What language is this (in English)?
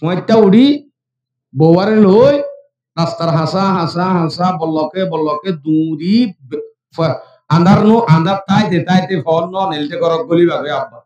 Rohingya